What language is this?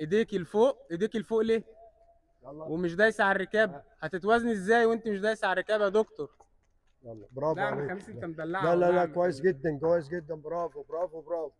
Egyptian Arabic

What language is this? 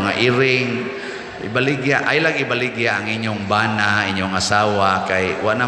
Cebuano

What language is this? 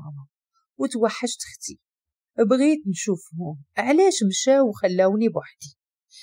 Moroccan Arabic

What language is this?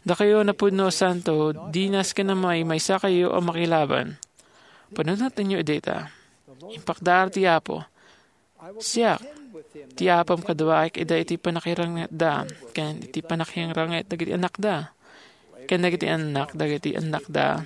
Iloko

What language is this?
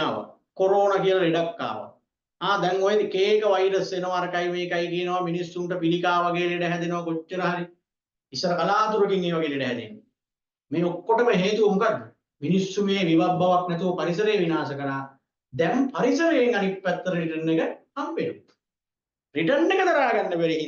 Sinhala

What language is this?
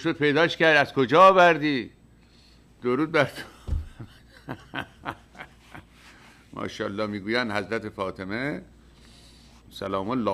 Persian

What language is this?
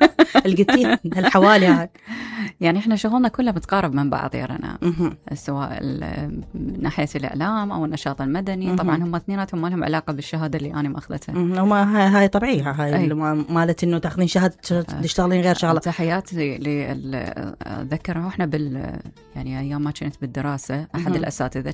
Mesopotamian Arabic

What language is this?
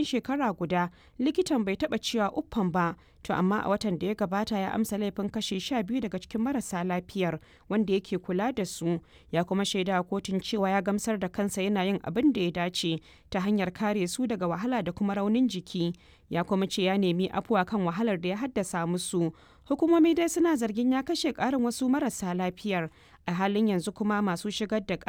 Hausa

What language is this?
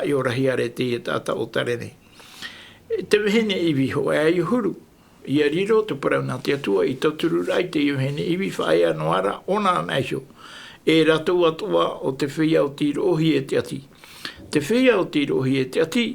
Tahitian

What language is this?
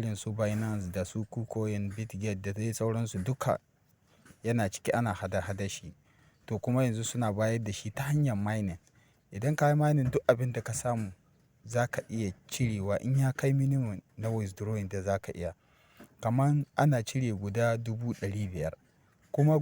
Hausa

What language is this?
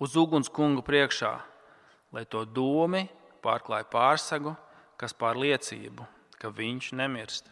Latvian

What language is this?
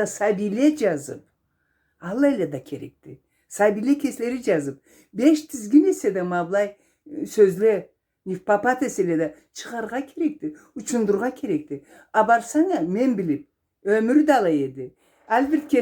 Karachay-Balkar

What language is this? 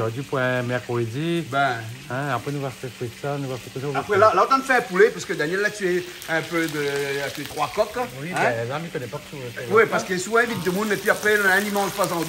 Réunion Creole French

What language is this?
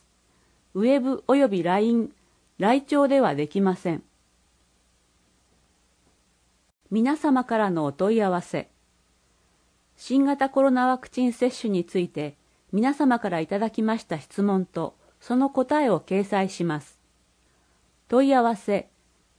Japanese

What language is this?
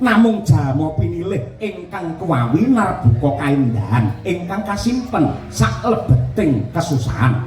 Javanese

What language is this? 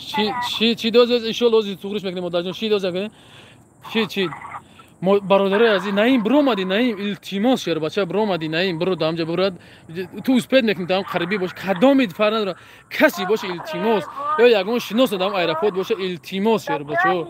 Tajik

